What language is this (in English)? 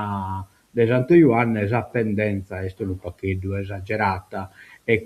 Sardinian